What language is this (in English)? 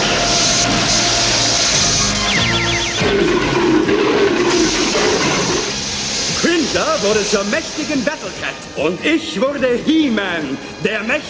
German